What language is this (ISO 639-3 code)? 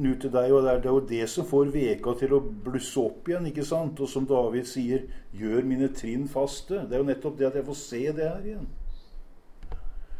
nor